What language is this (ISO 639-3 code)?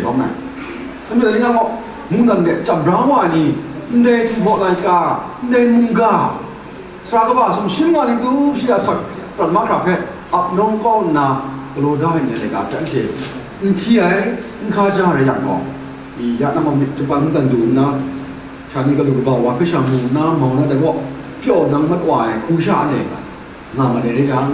kac